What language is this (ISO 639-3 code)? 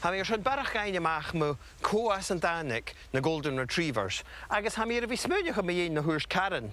gla